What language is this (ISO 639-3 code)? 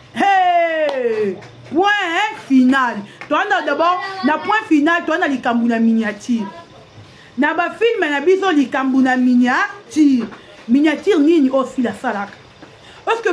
lin